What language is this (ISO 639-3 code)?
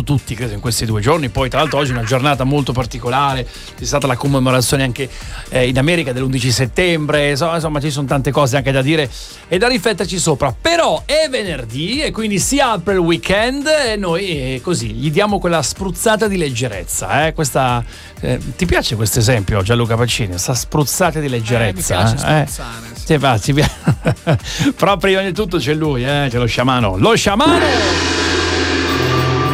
ita